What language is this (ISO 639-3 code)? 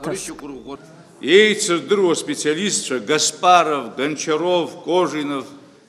abk